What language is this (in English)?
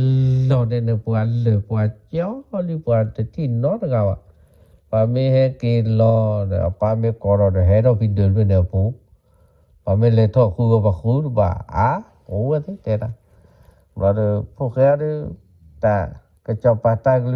S'gaw Karen